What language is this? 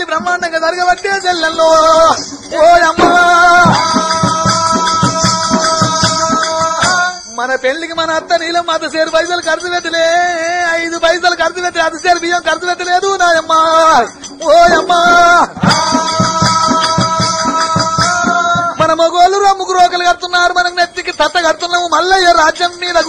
Telugu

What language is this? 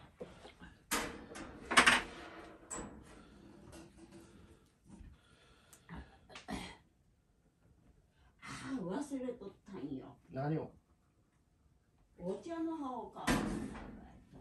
Japanese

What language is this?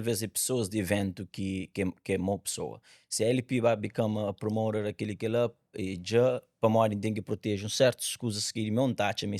Kabuverdianu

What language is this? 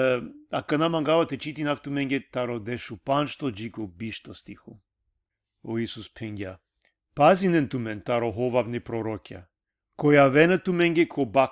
Balkan Romani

